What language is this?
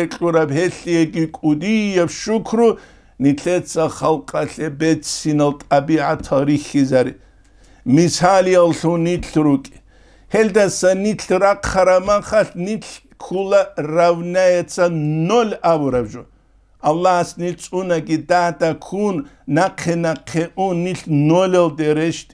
Avaric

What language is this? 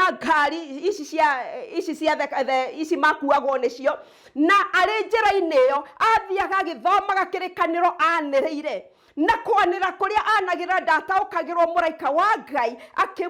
Kikuyu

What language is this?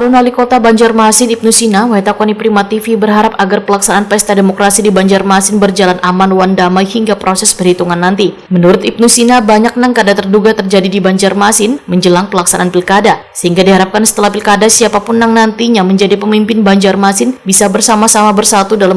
Banjar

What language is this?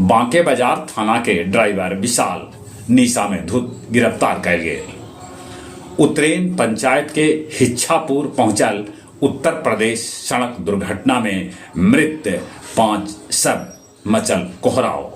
Magahi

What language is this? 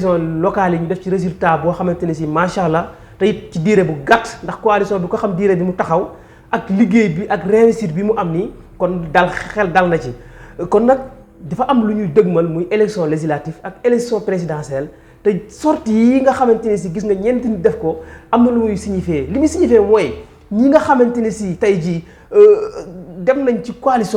Wolof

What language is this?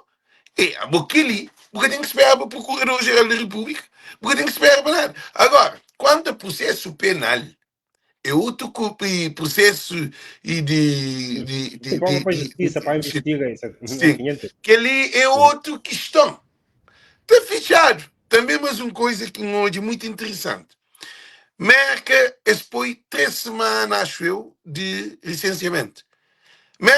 Kabuverdianu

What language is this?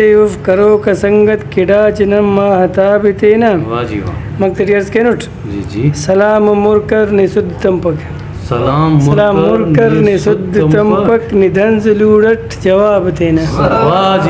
Brahui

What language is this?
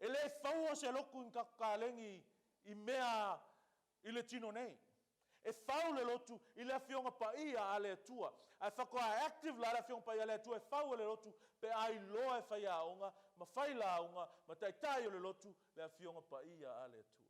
Samoan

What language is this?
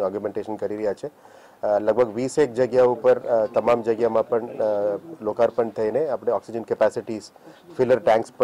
Gujarati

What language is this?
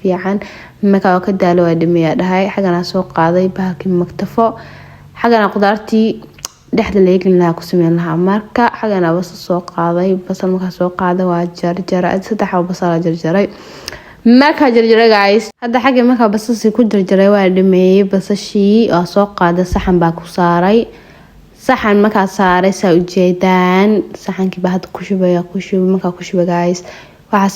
Somali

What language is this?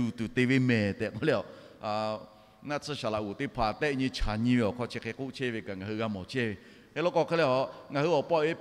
Lahu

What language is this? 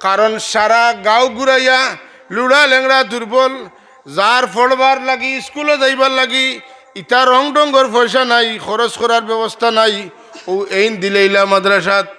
Sylheti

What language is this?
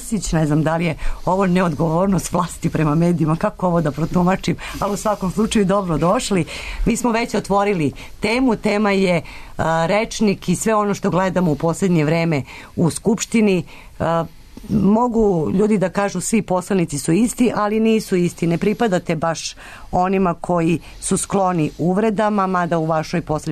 Serbian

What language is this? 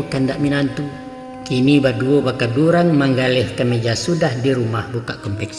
Minangkabau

